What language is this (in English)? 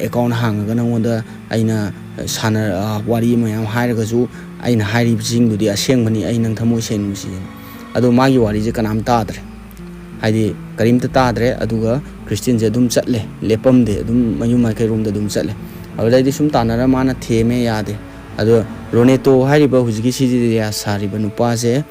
Manipuri